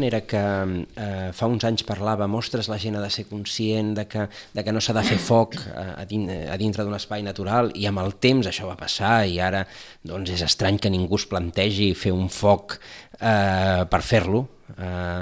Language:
Catalan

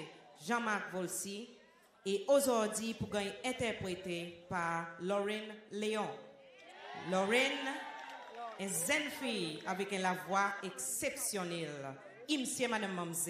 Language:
Seselwa Creole French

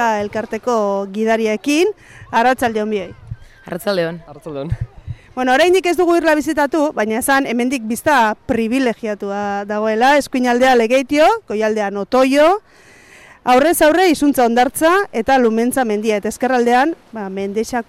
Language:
Basque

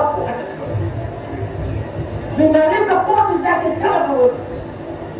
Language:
Swahili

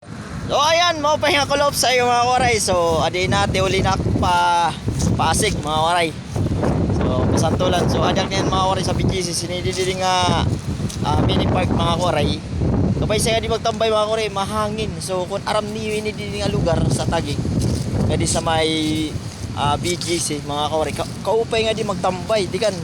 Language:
Waray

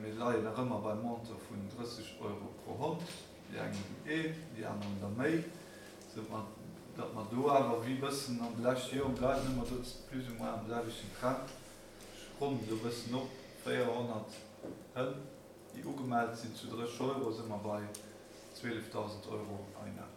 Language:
Luxembourgish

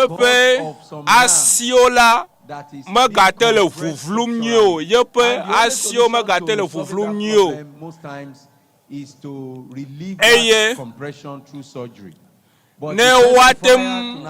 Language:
Ewe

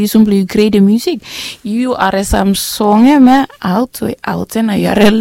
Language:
Bislama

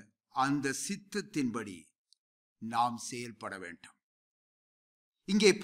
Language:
Tamil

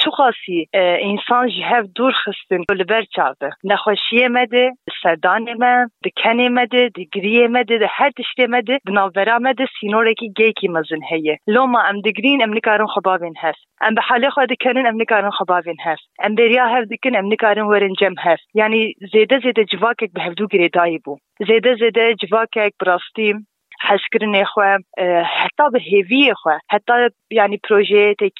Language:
Kurdish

